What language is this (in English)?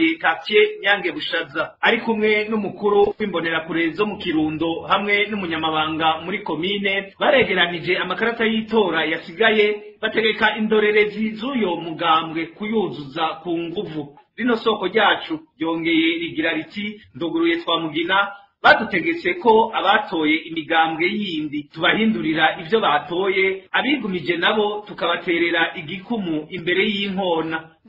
Rundi